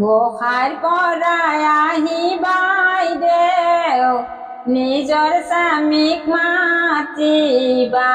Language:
Assamese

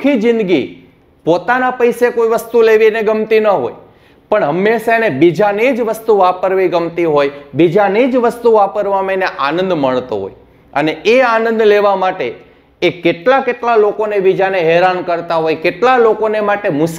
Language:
Gujarati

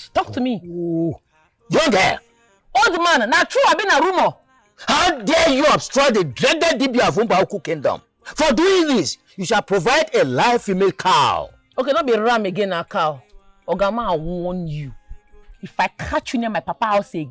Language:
Nigerian Pidgin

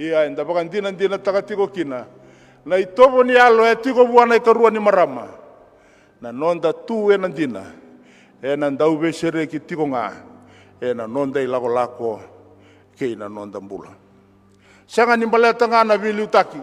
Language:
Fijian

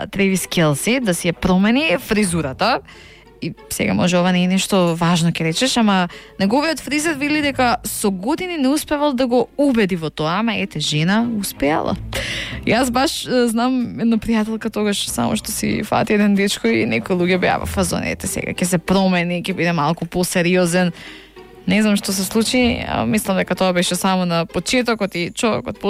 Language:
Macedonian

